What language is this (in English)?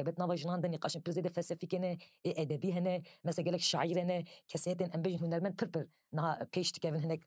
Kurdish